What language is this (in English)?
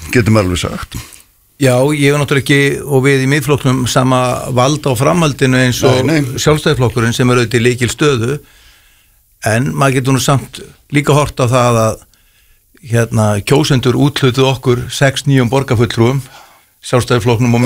Icelandic